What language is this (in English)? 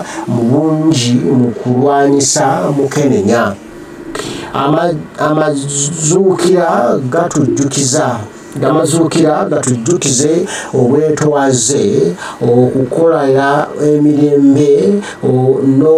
Ganda